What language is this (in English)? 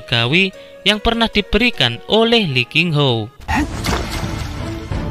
Indonesian